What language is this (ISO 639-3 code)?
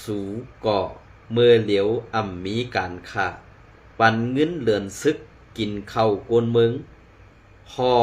shn